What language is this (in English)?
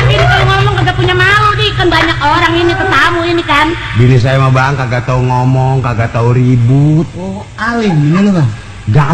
Betawi